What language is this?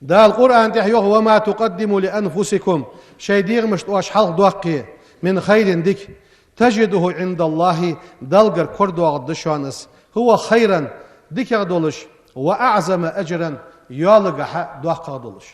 Ingush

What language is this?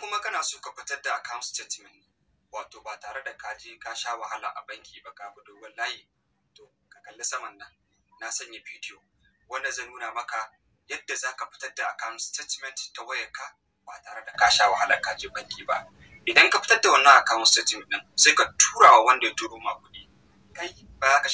Hausa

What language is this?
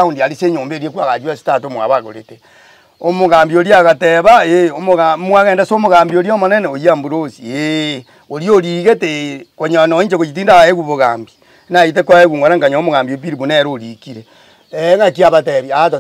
Gusii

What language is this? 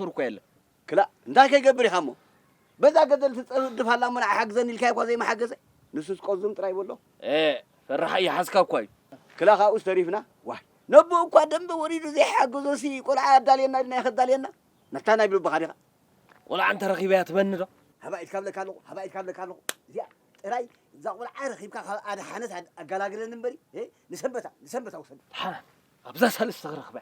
Tigrinya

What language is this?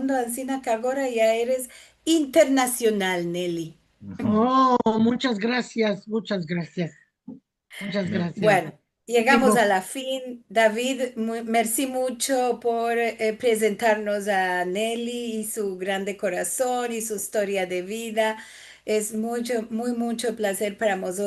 Ladino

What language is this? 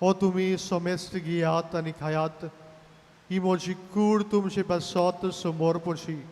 Konkani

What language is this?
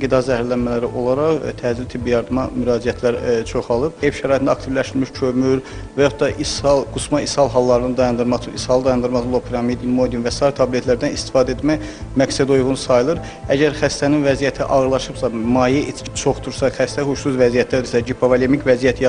Azerbaijani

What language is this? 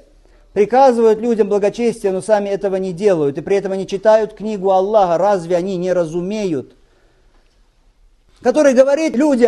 Russian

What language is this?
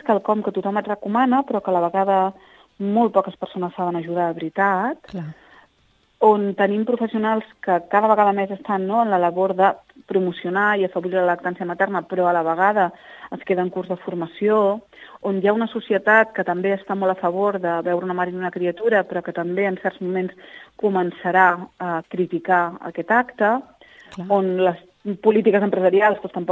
Catalan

